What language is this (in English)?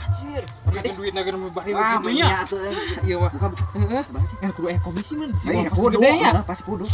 Sundanese